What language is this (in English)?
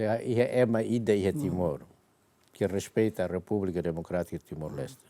Tetum